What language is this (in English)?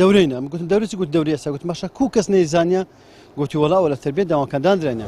Central Kurdish